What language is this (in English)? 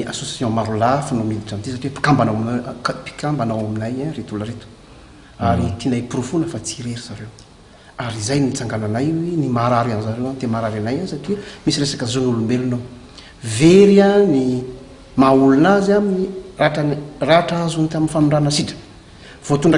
Malagasy